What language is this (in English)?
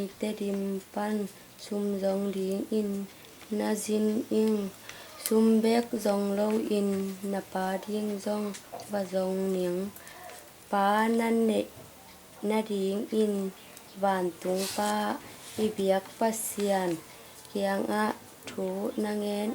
Tedim Chin